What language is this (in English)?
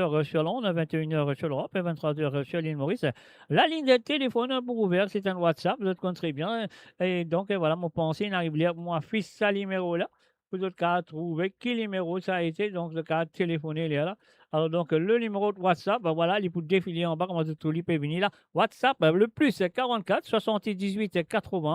Morisyen